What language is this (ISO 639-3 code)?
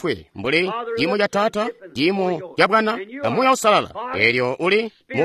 toi